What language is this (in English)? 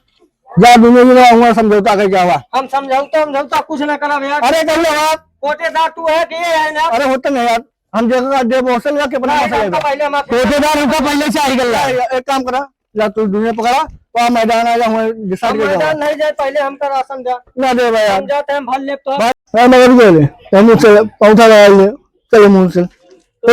Awadhi